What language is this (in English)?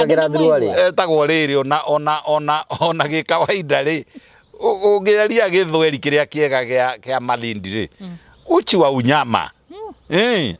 Kikuyu